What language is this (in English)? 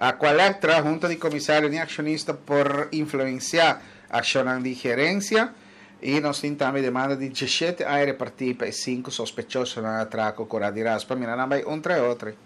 Papiamento